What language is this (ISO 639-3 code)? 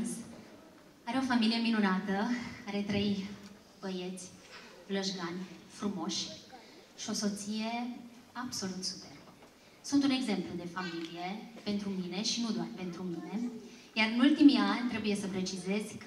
ron